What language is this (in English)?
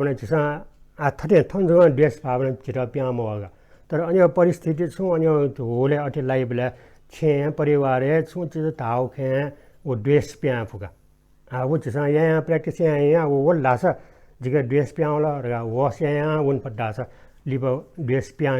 Newari